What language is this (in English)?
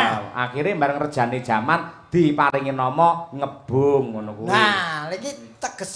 Javanese